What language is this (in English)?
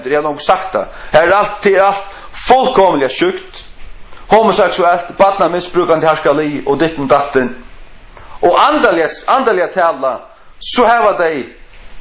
Faroese